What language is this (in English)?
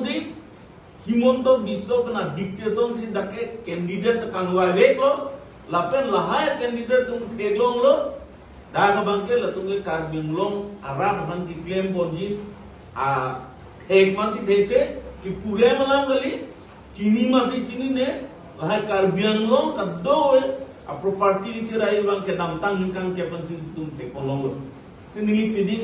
Karbi